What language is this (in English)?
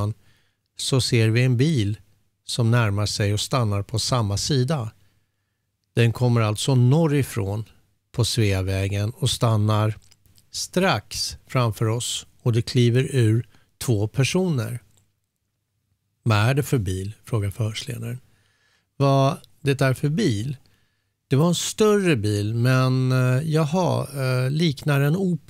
Swedish